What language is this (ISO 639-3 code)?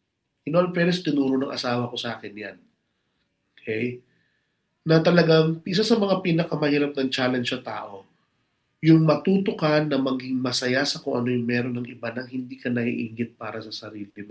fil